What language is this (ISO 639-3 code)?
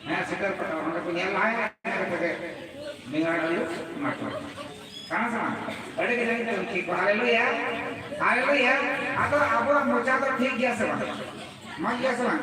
sat